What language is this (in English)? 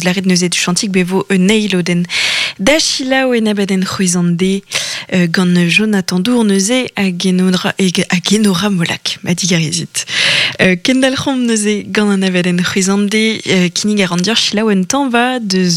Breton